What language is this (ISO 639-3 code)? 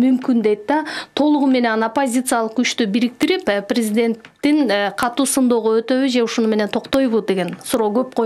kir